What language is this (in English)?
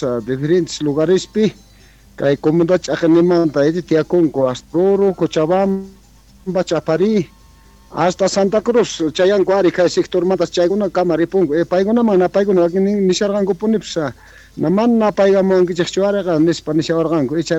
South Bolivian Quechua